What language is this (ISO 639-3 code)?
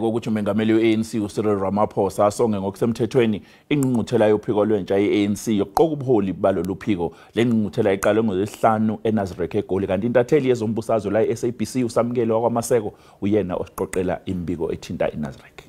zul